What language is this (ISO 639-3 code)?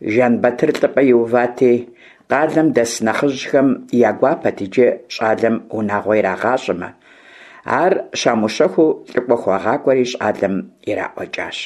kbd